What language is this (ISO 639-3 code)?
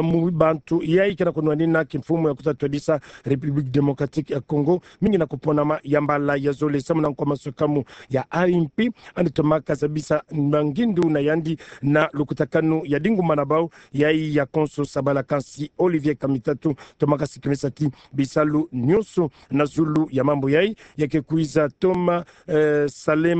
ktu